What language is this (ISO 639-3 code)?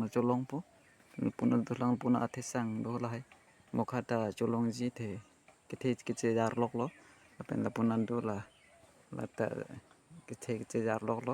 mjw